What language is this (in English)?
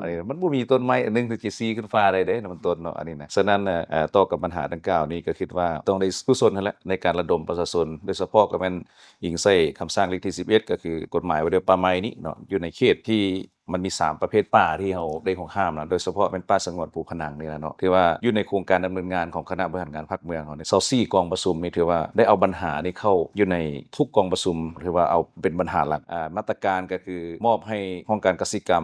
Lao